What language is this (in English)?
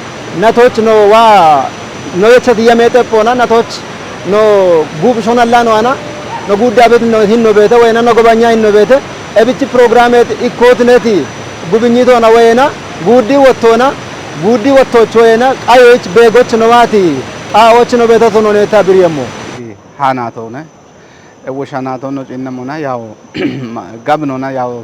Kafa